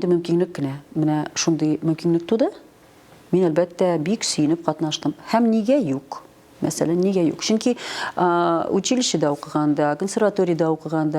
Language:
Tatar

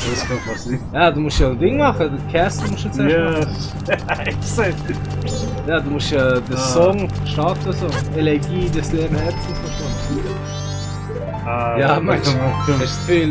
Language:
Swiss German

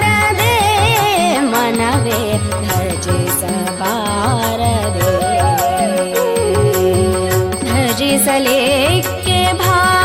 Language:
Kannada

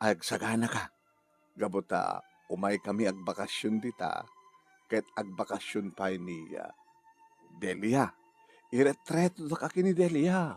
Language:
Iloko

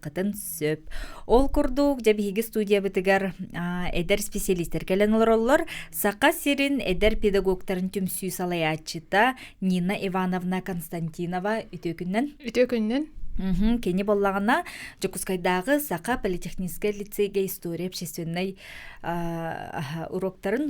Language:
Yakut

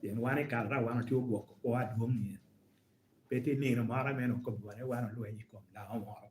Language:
Lango (Uganda)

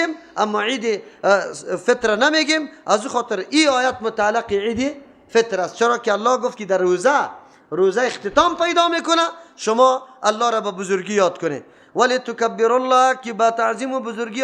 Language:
Persian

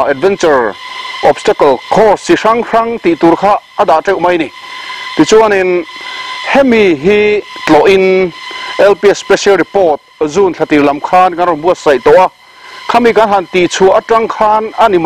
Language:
Mizo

